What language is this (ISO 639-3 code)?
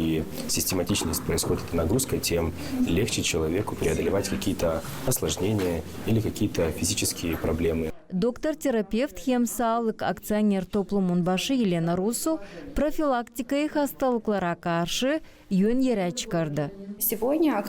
gag